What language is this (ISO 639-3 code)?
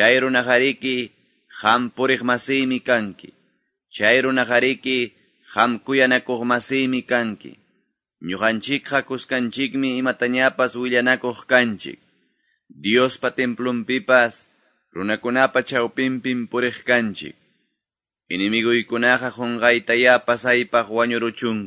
que